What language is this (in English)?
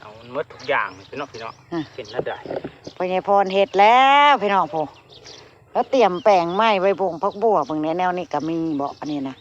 Northeastern Thai